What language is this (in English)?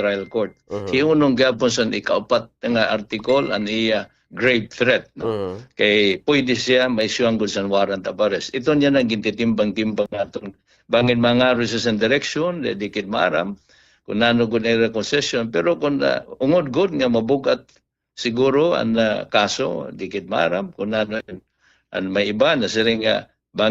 Waray